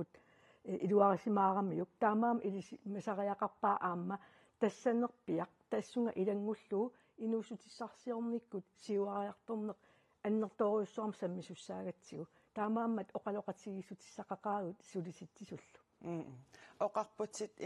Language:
Kalaallisut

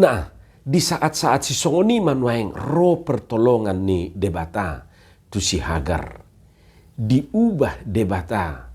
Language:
Batak Toba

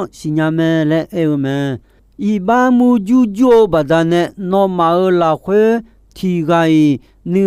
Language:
Akha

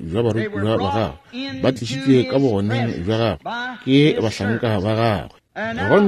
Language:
Northern Sotho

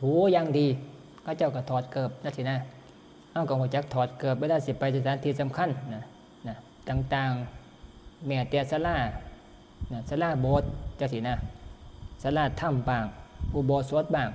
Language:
Northeastern Thai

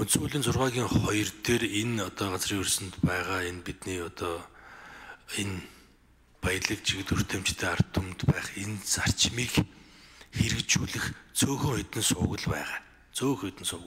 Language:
Mongolian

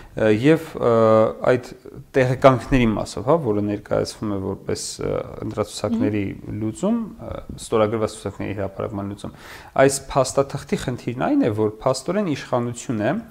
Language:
Armenian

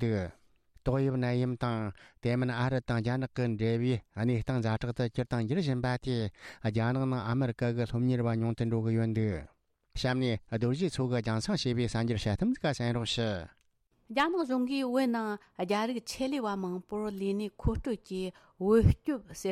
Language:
Tibetan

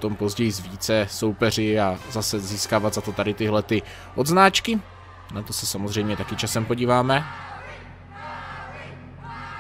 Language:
Czech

